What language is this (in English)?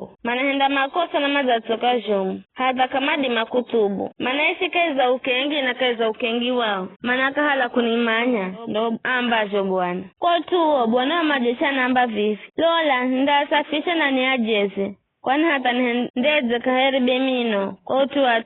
Giryama